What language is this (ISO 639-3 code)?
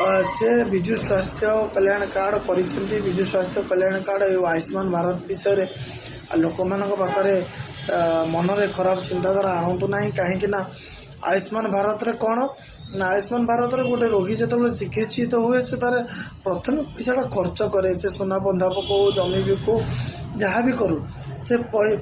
ori